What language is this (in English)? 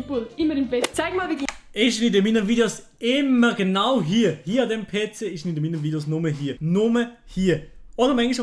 Swiss German